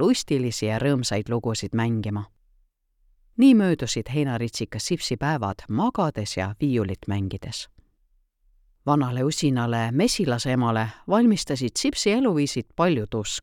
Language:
Estonian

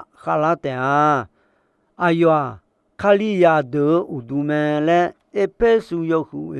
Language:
Akha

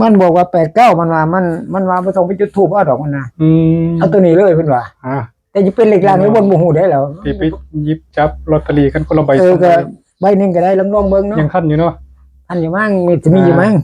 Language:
Northeastern Thai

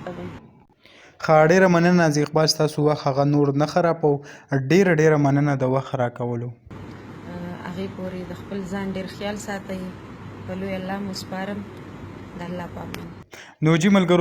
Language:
Pashto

